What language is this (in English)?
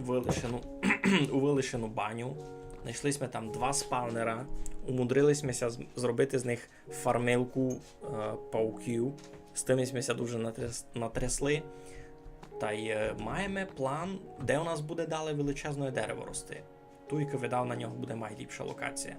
Rusyn